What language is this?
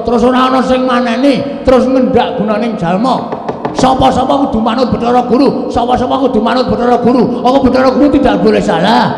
Javanese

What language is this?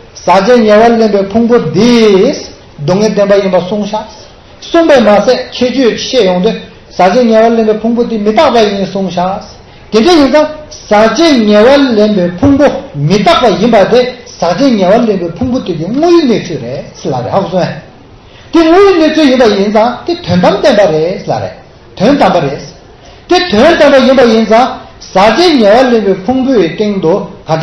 Tibetan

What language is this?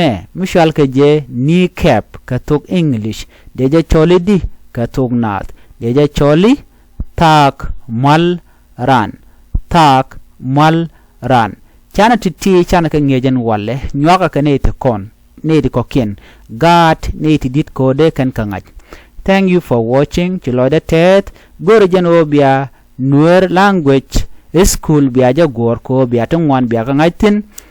Nuer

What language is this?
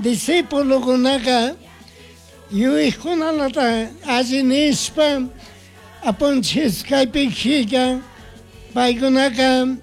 Chimborazo Highland Quichua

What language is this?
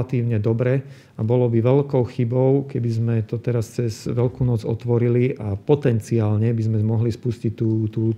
Slovak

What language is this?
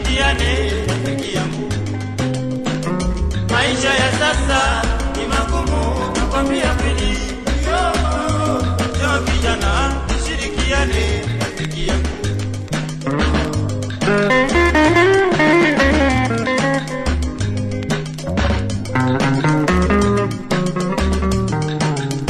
Swahili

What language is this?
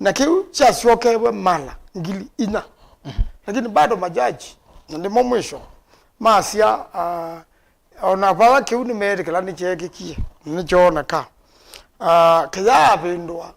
Kamba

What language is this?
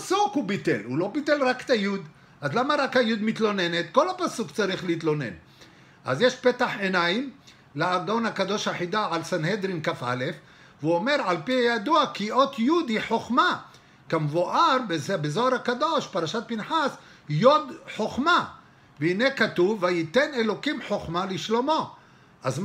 Hebrew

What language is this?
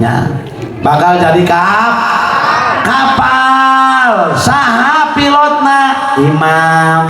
Sundanese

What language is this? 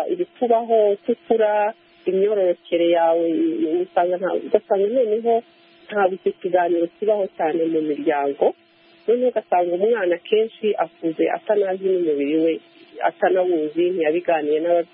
Kinyarwanda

